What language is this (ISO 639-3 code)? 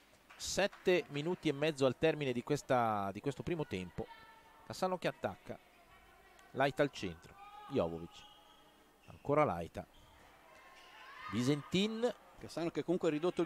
ita